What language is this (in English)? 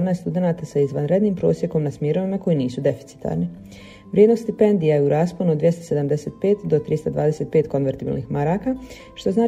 Bosnian